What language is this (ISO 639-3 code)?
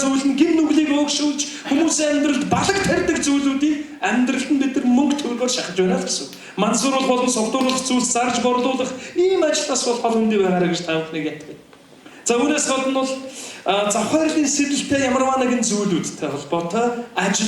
mon